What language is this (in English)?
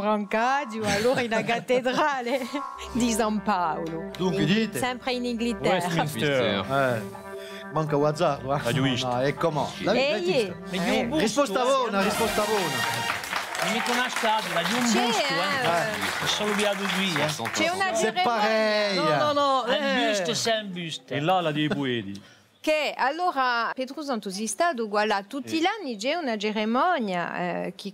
Corsican